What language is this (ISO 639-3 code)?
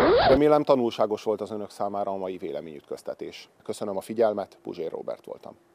hun